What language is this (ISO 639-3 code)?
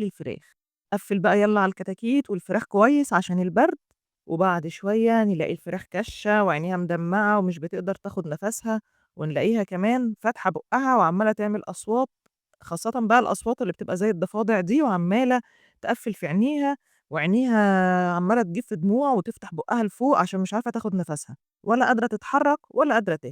arz